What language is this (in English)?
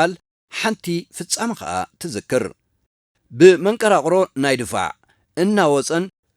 Tigrinya